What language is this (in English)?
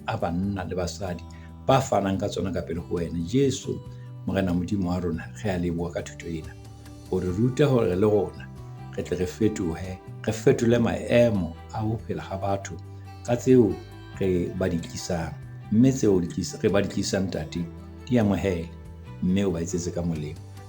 Southern Sotho